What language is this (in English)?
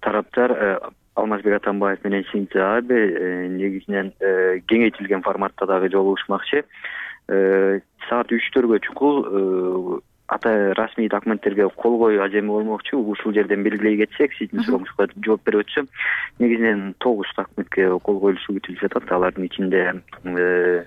Kyrgyz